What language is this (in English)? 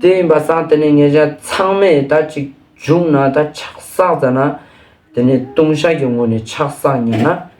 Ladakhi